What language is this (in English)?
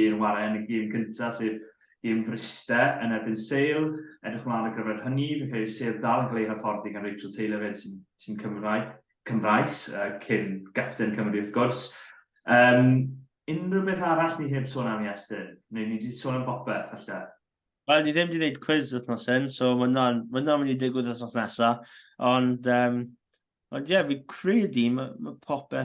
Welsh